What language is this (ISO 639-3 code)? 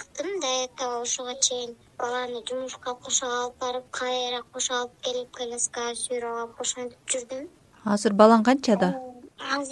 kir